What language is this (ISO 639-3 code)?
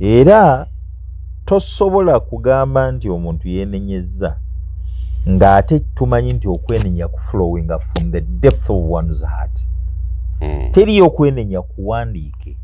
lug